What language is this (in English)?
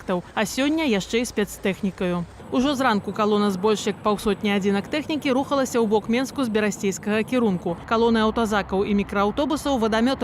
Belarusian